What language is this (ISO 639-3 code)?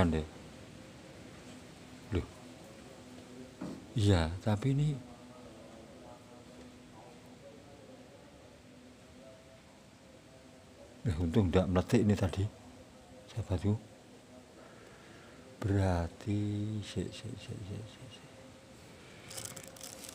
ind